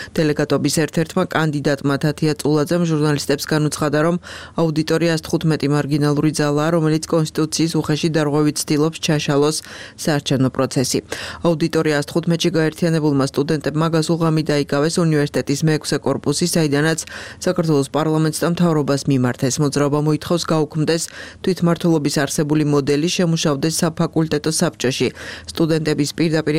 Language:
Georgian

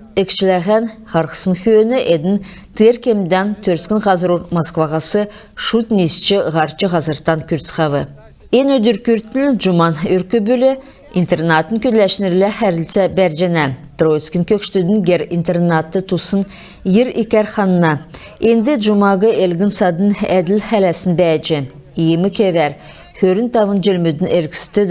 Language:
Kalmyk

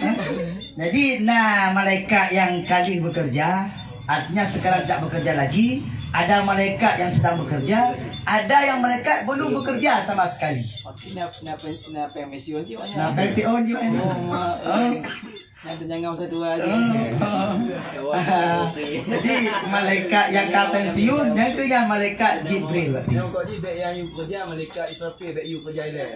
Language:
Achinese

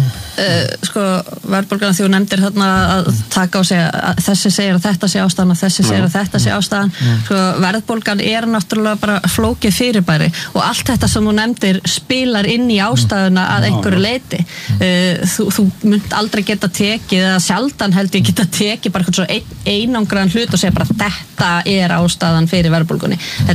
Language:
Icelandic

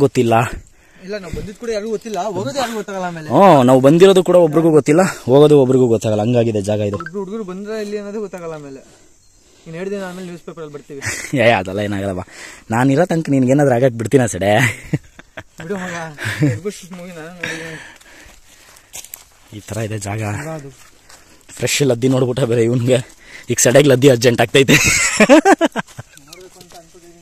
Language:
Kannada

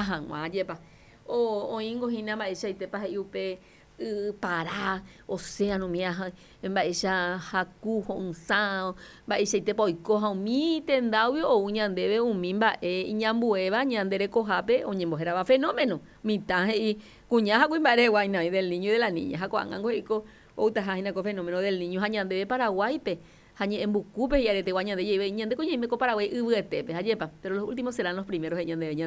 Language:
Guarani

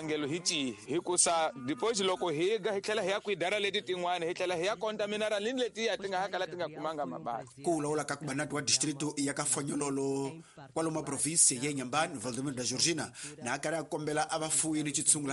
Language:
Tsonga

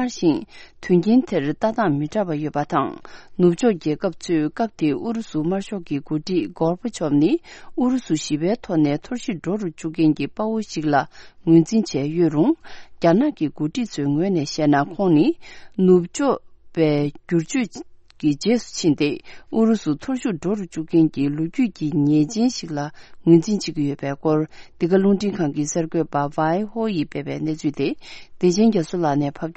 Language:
Tibetan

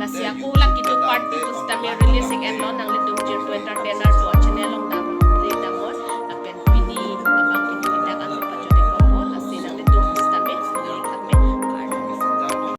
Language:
Karbi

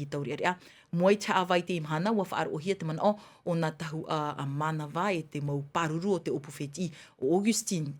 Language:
Tahitian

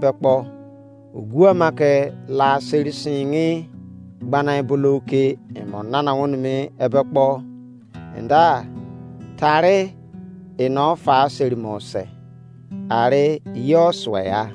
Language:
Izon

